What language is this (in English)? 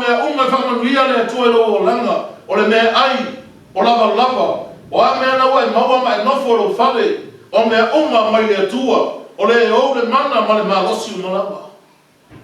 Samoan